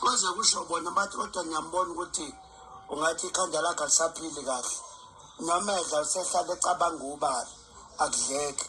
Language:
Zulu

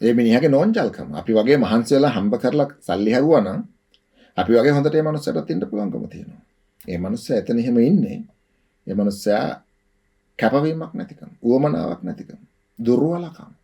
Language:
Sinhala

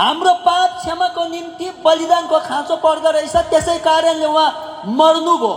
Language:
Nepali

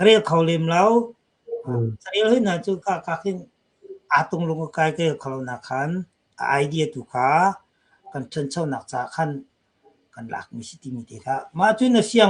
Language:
Hakha Chin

